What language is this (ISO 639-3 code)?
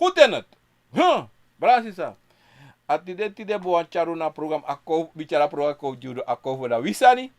srn